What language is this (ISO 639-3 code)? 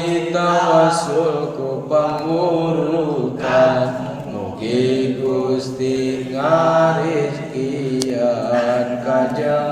sun